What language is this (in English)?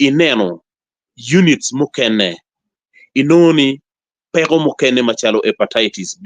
Acoli